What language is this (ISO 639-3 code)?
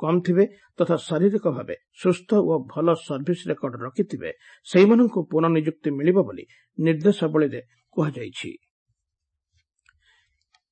ori